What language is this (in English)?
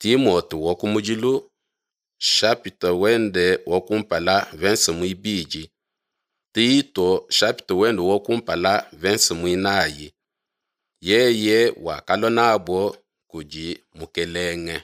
Luba-Lulua